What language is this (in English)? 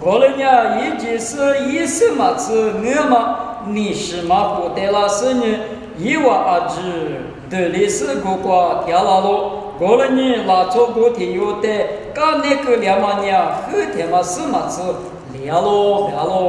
Lisu